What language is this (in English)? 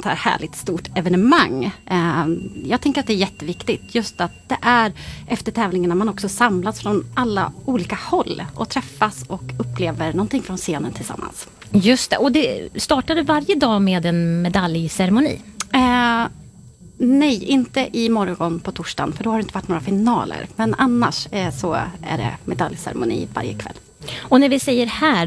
Swedish